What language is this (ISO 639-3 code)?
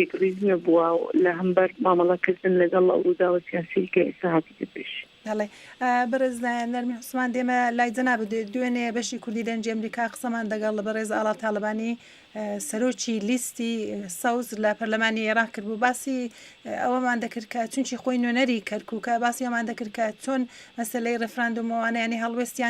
ckb